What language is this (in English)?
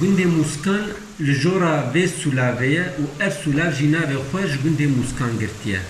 Kurdish